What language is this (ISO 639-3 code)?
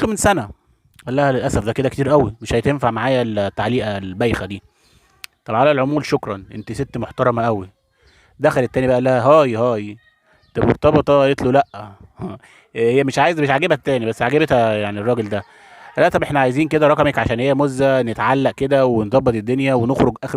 arz